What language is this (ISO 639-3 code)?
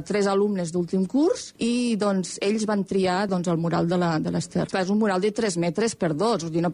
cat